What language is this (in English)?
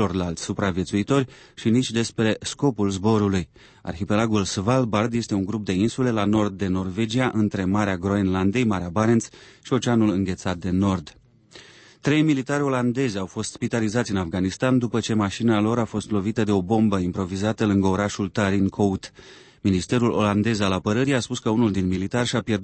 Romanian